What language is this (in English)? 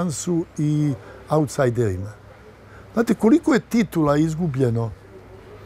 Serbian